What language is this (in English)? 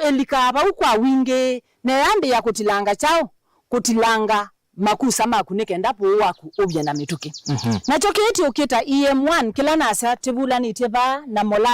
Kamba